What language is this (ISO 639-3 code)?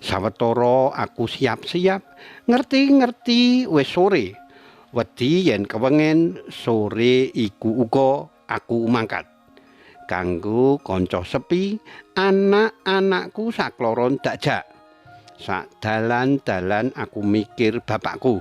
jav